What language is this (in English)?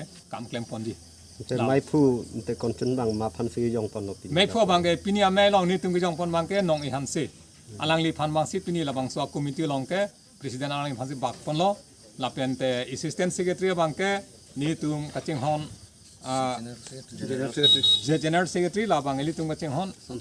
Karbi